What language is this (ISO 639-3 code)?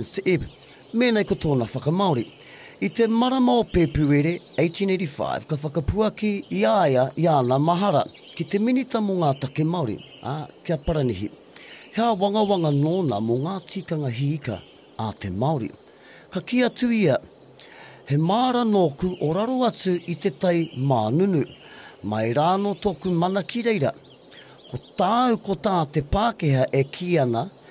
mri